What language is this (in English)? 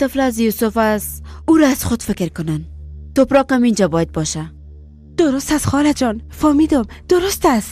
Persian